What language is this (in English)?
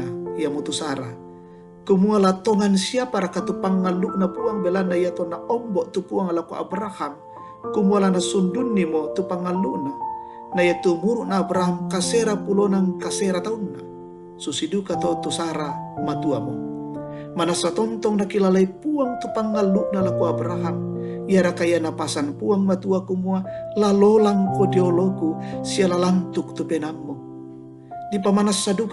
Toraja-Sa'dan